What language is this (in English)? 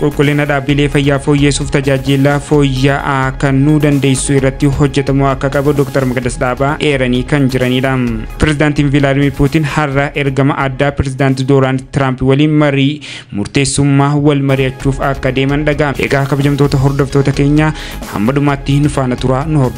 Oromo